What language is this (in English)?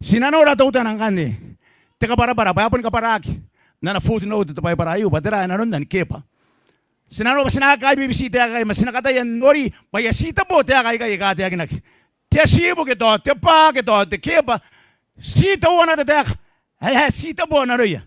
Gilbertese